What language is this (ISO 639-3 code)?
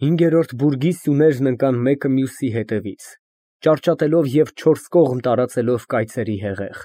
hye